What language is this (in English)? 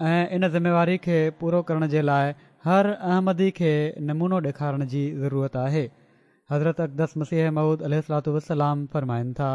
Sindhi